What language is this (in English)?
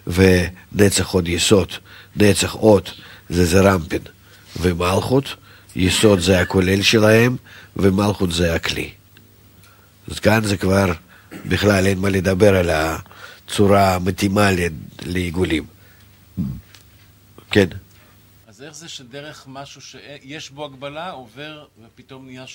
Hebrew